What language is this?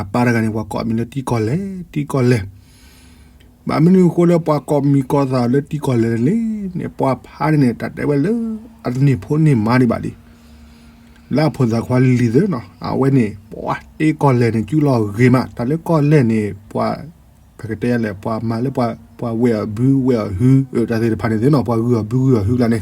S'gaw Karen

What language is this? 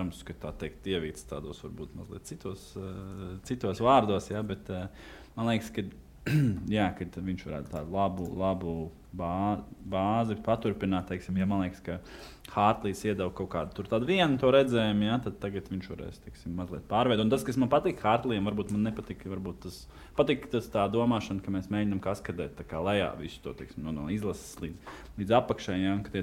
Latvian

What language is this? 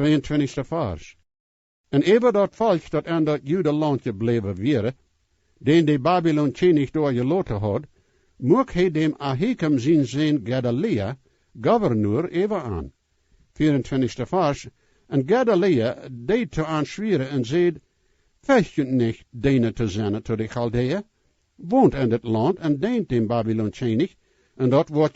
Plautdietsch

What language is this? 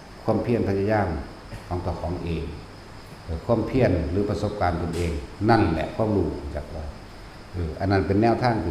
Northeastern Thai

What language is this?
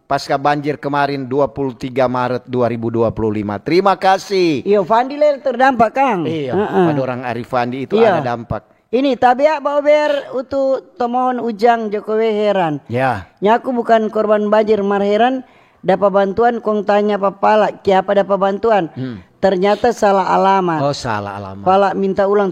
Manado Malay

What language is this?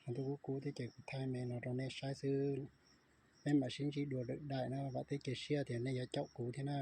Hmong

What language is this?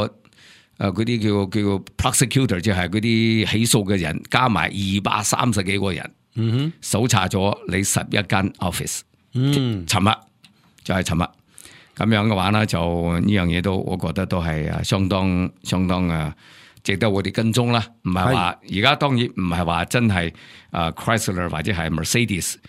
Cantonese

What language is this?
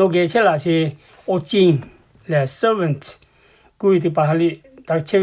Lahu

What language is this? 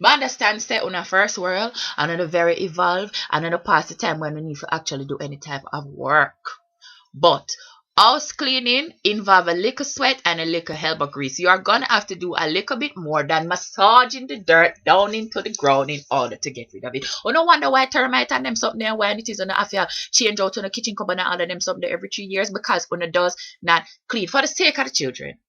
Jamaican Creole English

